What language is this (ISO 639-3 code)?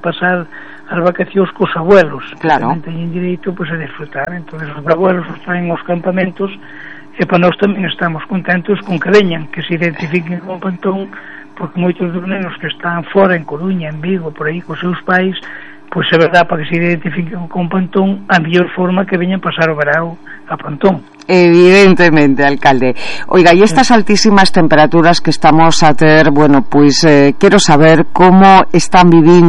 glg